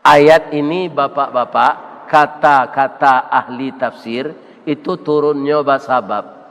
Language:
Minangkabau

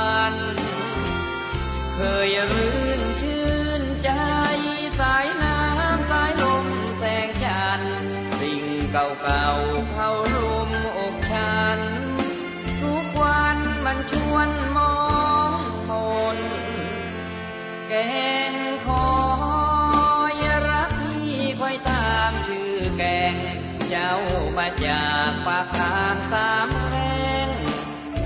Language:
Thai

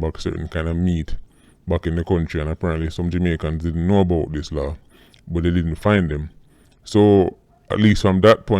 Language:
Jamaican Creole English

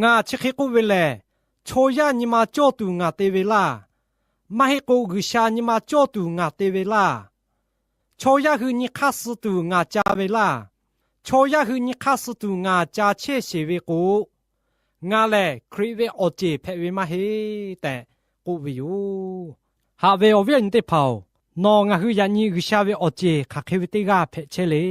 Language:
Lahu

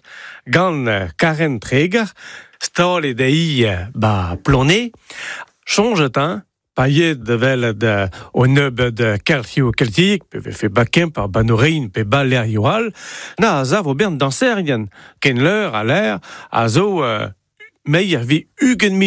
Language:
Breton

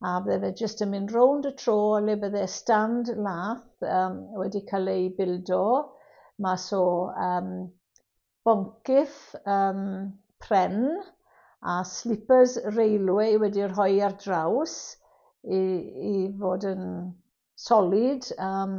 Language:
Welsh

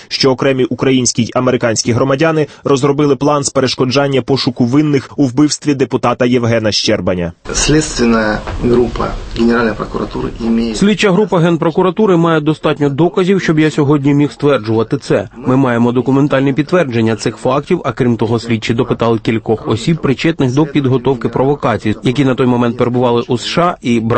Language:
Ukrainian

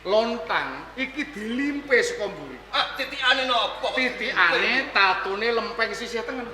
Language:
Javanese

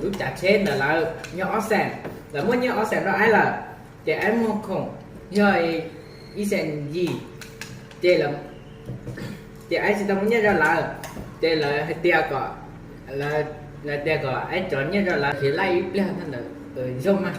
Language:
Hmong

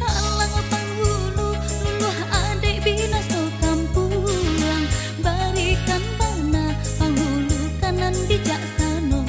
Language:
Minangkabau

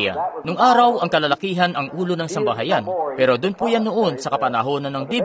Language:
Filipino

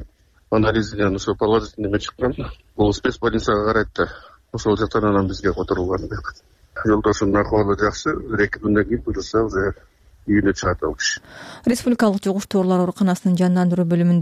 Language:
Kyrgyz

